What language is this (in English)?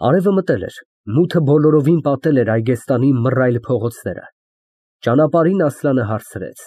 Armenian